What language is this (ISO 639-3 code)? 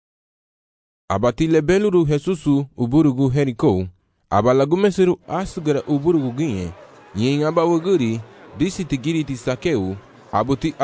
cab